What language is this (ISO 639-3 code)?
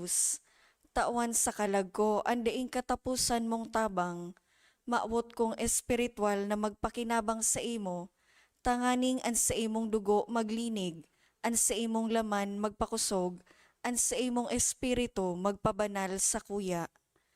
bik